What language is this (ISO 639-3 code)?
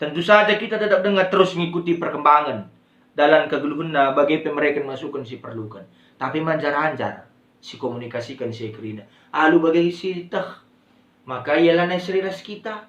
btx